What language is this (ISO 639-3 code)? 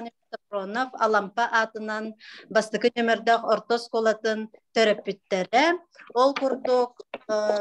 sah